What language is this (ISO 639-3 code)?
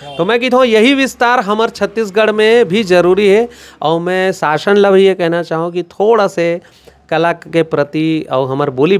hne